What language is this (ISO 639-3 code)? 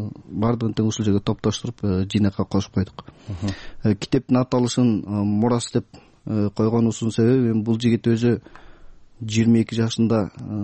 kir